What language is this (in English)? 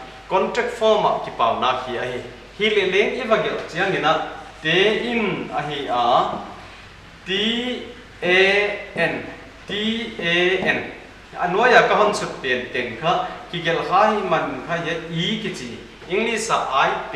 Paite Chin